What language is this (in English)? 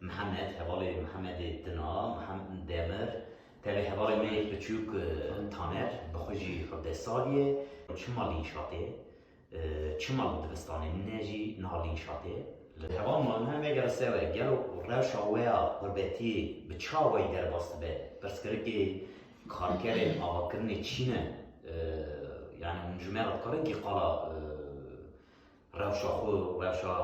Kurdish